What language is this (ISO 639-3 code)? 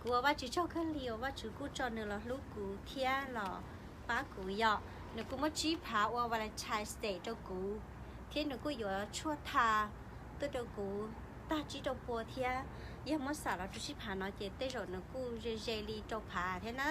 hmn